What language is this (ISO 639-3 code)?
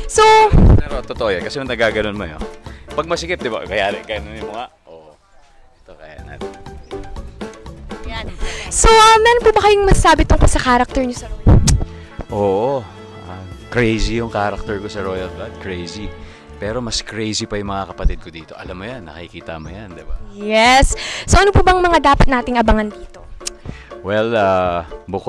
fil